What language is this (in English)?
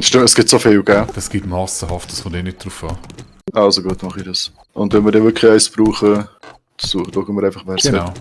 Swiss German